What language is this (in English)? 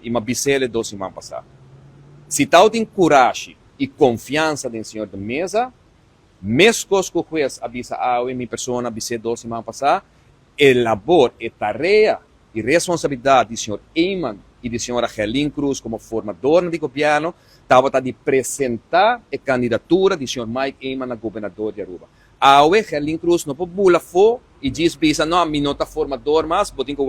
Papiamento